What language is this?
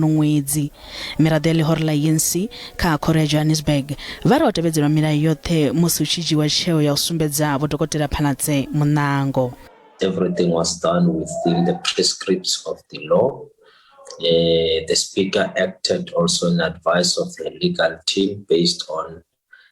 Venda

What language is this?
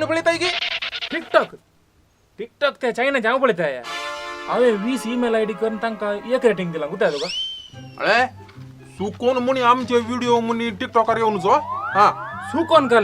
Konkani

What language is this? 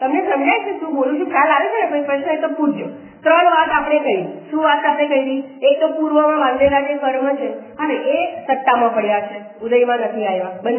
Gujarati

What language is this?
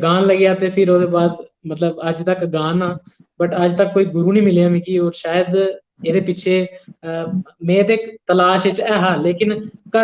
Dogri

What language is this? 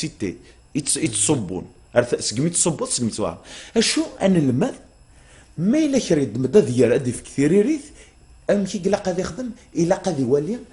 Kabyle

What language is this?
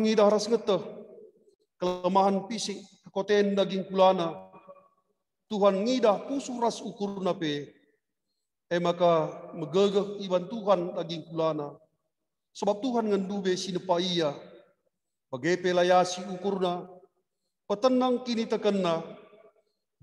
Batak Karo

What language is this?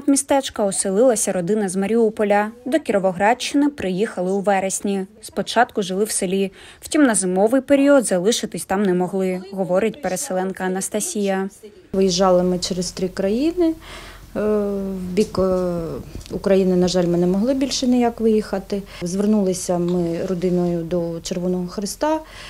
Ukrainian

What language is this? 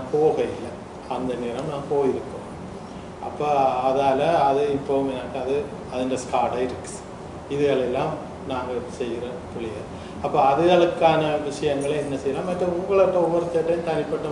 Tamil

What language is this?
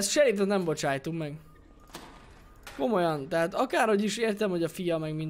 Hungarian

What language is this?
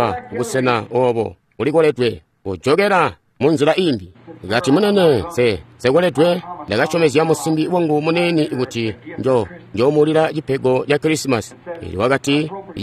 Tonga (Zambia)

